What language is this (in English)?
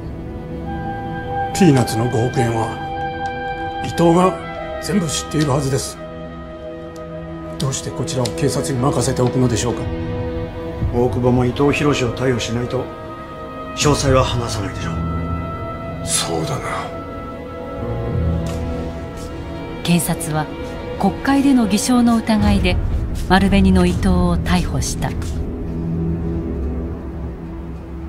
Japanese